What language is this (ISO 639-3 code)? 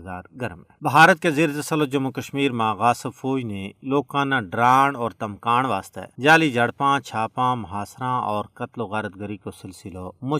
gju